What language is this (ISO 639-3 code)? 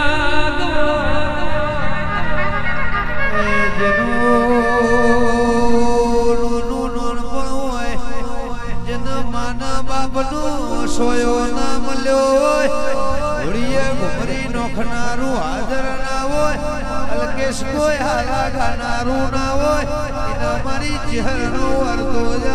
guj